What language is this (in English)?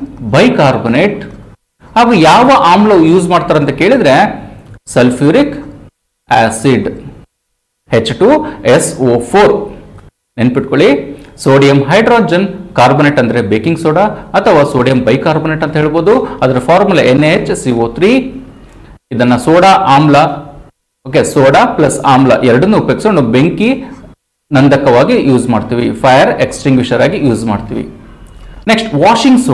Kannada